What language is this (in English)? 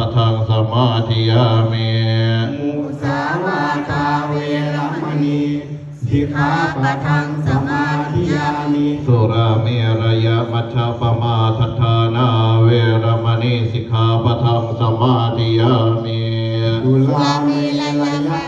Pali